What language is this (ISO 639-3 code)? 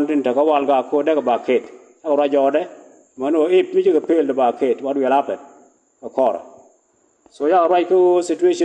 nus